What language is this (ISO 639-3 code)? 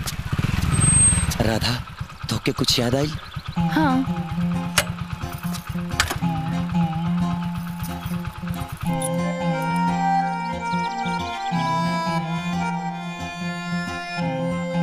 bho